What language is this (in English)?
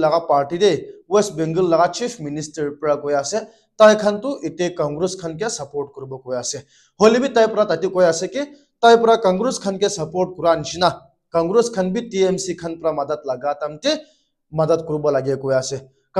Naga Pidgin